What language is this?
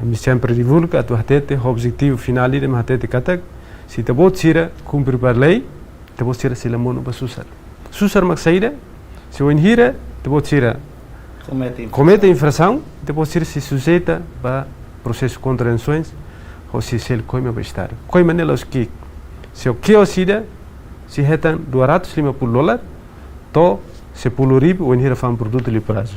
Tetum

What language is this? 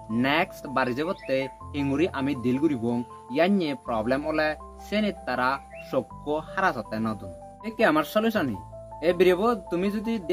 Chakma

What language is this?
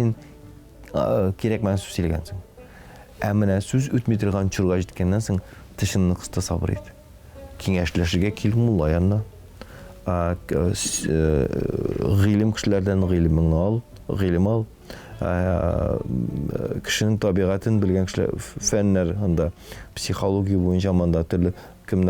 Tatar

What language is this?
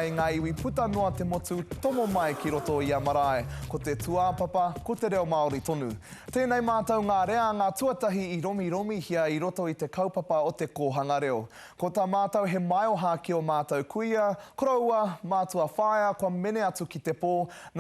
Māori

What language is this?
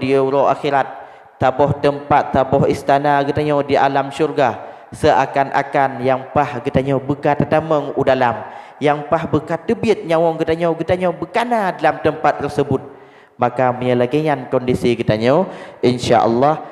Achinese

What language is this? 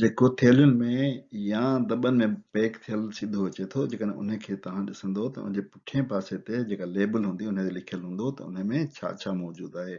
Sindhi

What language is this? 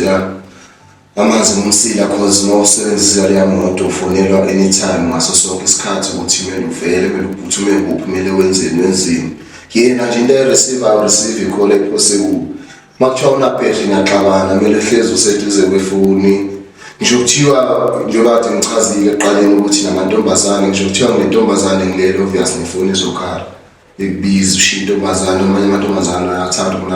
Zulu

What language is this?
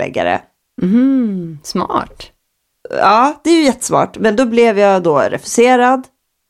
Swedish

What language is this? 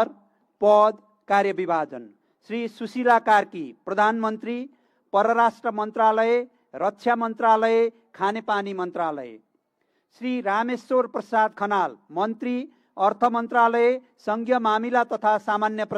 Nepali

